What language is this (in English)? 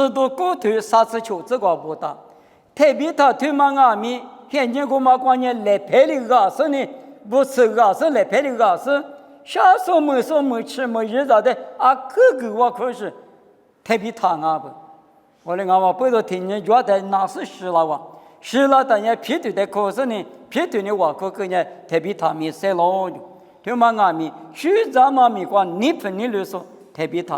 Lisu